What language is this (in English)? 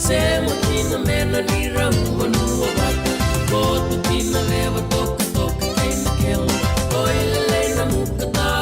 Fijian